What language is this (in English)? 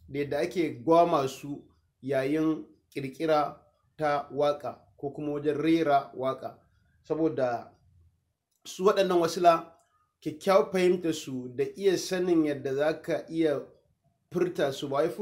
Hausa